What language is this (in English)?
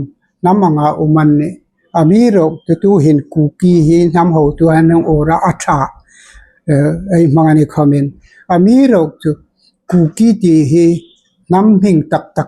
Hmar